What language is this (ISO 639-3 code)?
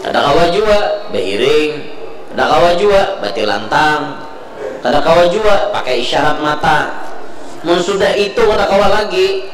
bjn